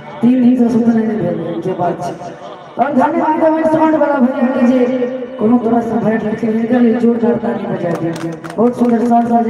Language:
Maithili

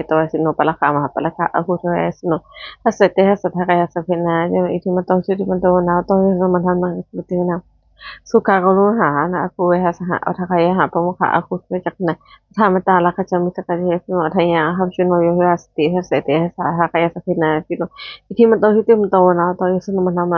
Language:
Pali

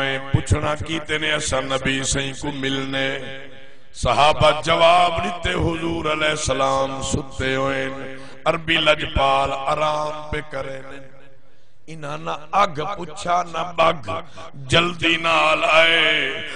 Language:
Saraiki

